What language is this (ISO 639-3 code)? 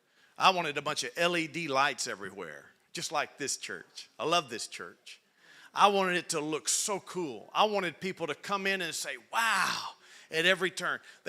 eng